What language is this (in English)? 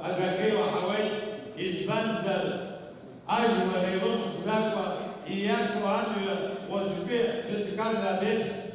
Abkhazian